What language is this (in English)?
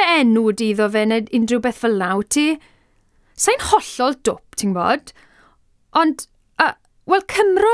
Welsh